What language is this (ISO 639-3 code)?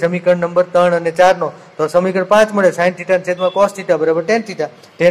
guj